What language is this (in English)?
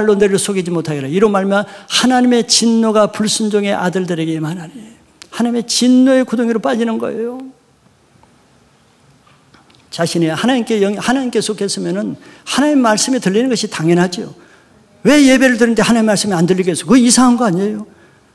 Korean